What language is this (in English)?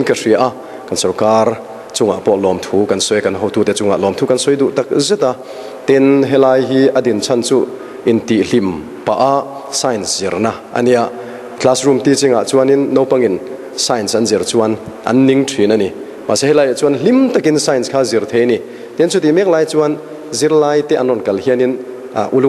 Mizo